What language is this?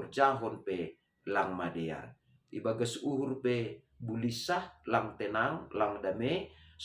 Batak Simalungun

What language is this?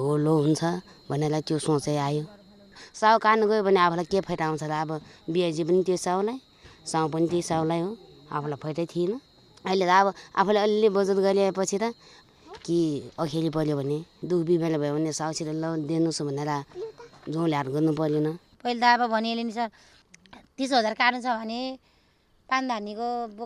Nepali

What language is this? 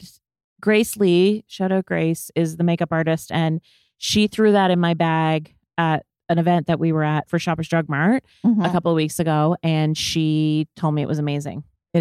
English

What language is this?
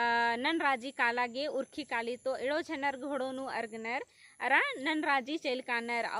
Kurukh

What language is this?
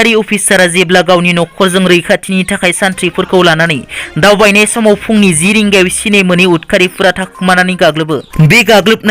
Bodo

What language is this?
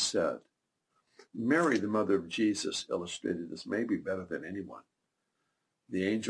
English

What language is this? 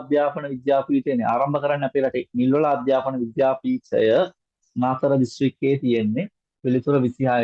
Sinhala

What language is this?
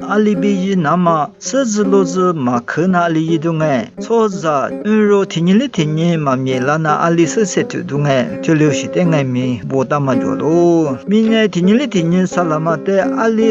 Lisu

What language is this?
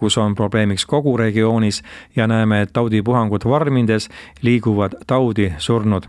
Estonian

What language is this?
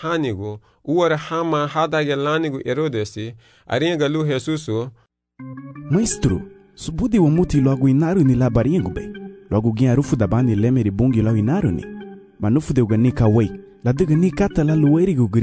Garifuna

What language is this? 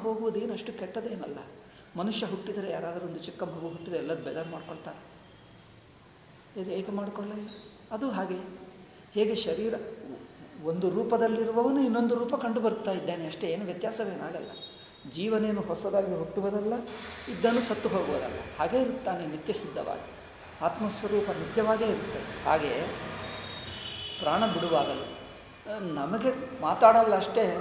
Kannada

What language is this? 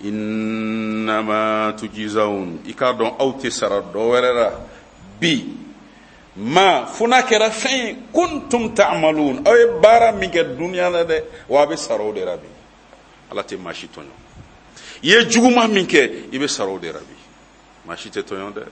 Bambara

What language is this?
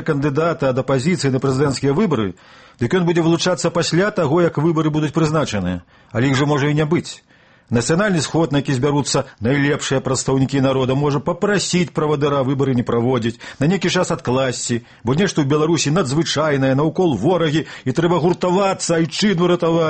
Belarusian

